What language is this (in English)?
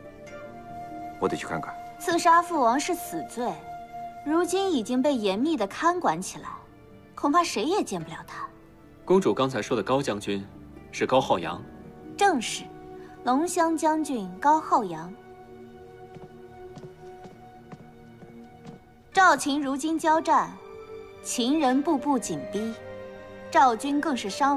Chinese